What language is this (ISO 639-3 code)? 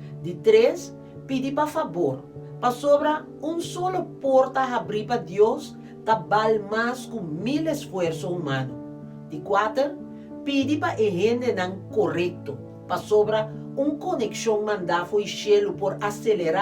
pap